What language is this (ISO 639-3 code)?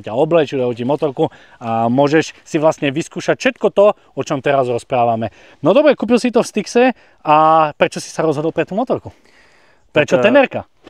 slk